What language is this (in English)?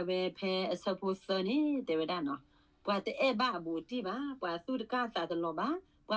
S'gaw Karen